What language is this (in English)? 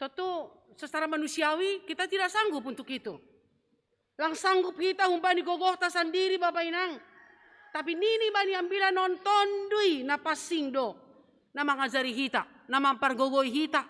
Batak Simalungun